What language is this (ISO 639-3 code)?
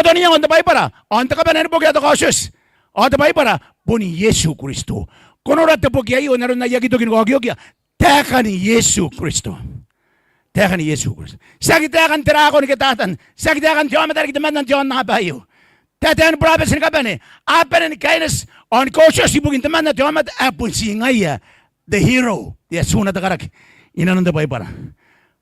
gil